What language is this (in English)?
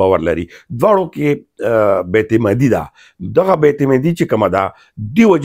Pashto